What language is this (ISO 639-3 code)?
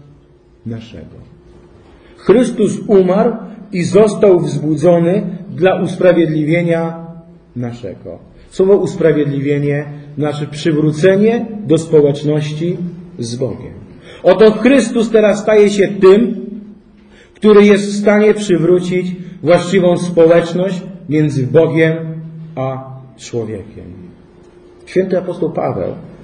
pol